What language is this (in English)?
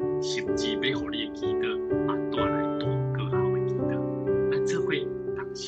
Min Nan Chinese